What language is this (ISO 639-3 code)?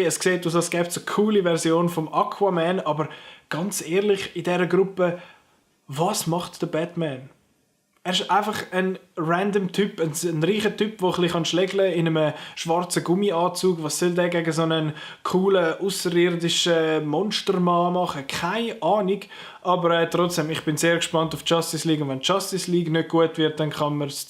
gsw